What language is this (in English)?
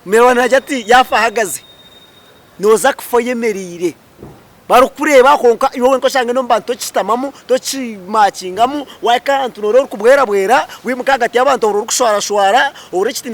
Nyankole